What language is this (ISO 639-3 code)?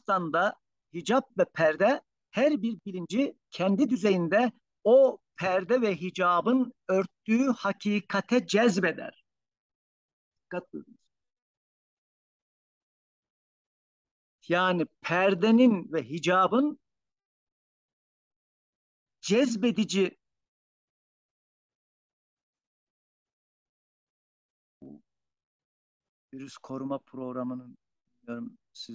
tur